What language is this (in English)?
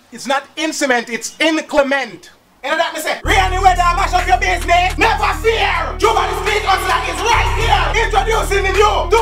Jamaican Creole English